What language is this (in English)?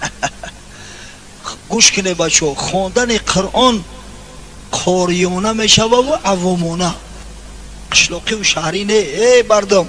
Tajik